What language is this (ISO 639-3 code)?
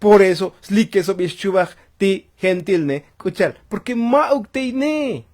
tzo